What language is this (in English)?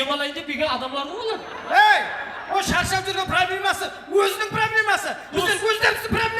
Kara-Kalpak